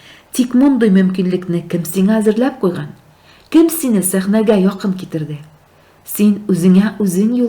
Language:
Tatar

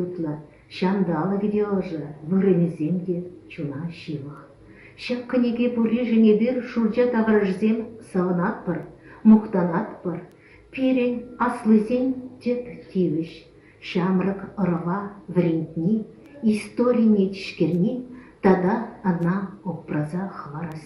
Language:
Chuvash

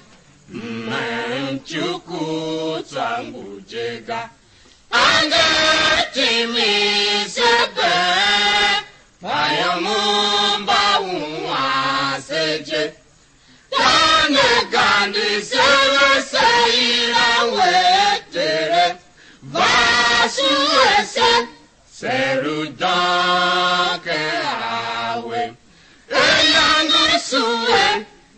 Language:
Tiv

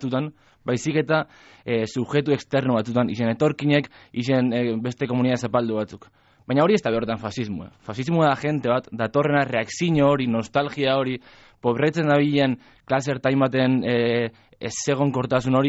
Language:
Basque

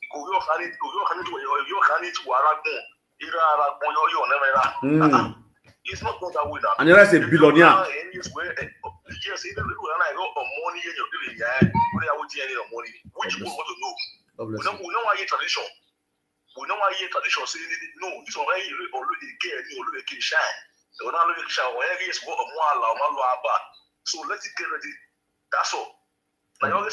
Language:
Nigerian Pidgin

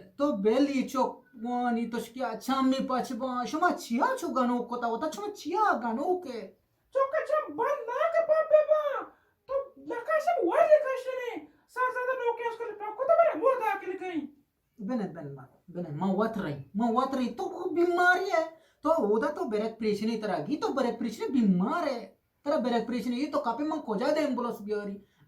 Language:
Eastern Balochi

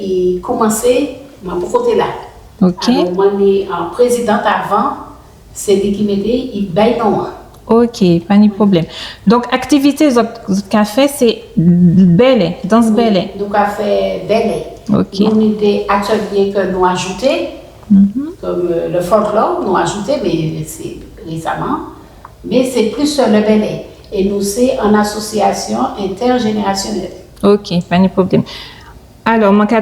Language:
Guadeloupean Creole French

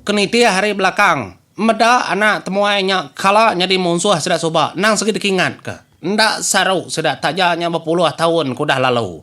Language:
Iban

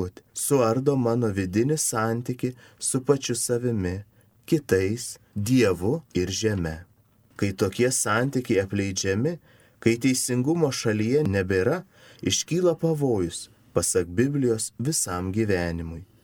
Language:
Lithuanian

